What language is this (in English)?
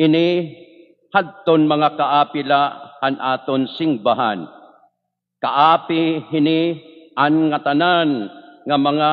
Waray